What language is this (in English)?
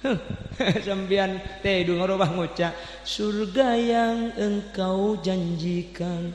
Madurese